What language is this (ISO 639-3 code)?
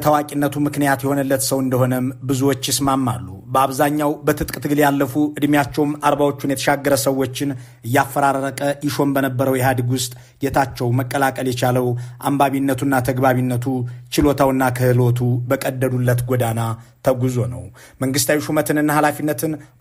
amh